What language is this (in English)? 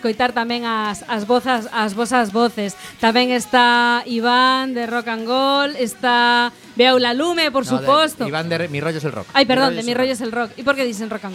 Galician